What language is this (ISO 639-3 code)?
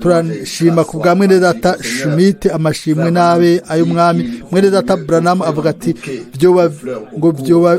run